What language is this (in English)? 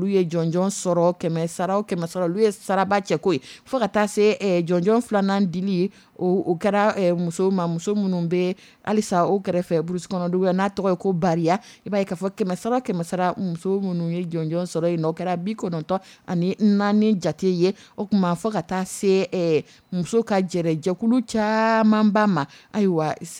Dyula